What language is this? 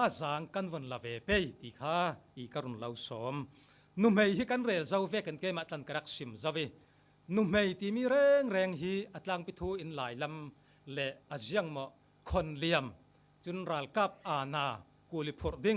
Falam Chin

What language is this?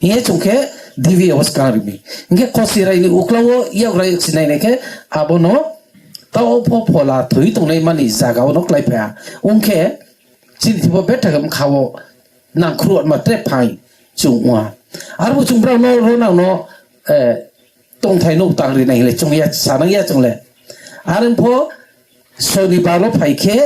Riang (India)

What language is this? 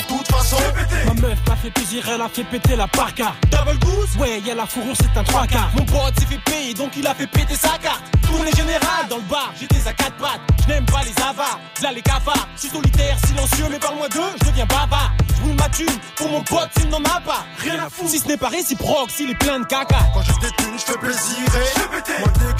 French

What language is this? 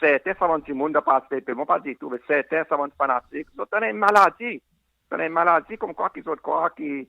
Seselwa Creole French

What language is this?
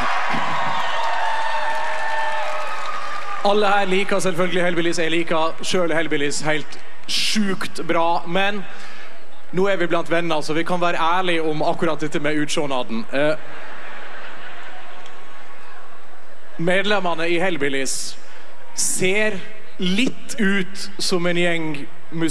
Norwegian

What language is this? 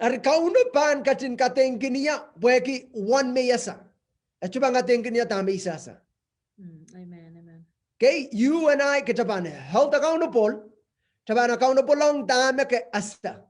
Pohnpeian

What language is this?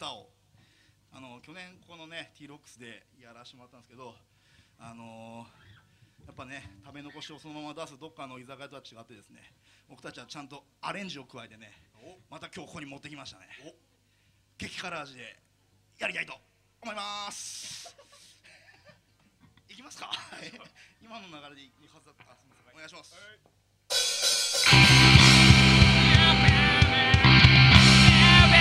Japanese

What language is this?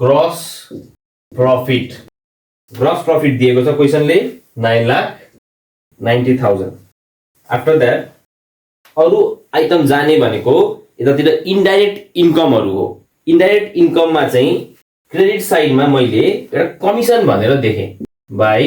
Nepali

